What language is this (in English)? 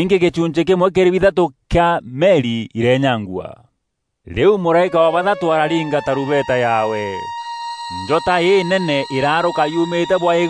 Meru